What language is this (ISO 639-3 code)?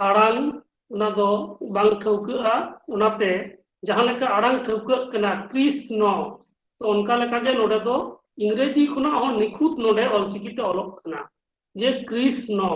sat